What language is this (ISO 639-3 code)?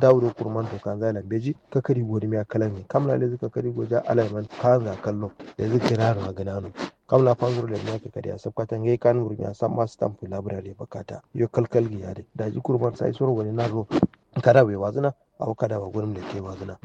kau